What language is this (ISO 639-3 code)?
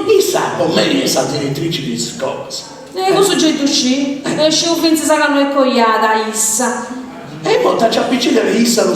srd